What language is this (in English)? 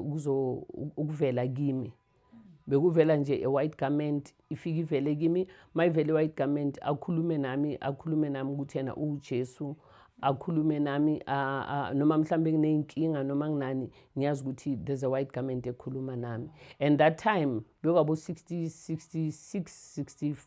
Zulu